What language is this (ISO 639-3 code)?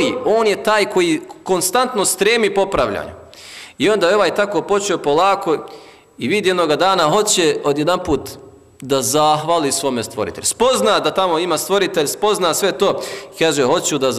bos